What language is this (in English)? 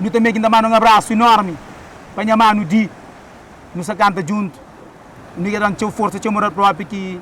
Kabuverdianu